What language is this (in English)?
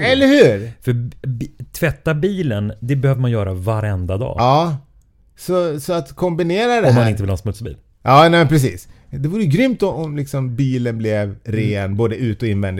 Swedish